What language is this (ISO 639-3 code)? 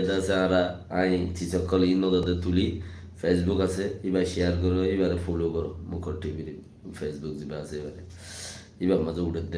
rhg